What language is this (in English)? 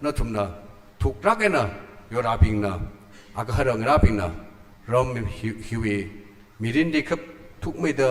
Tangkhul Naga (India)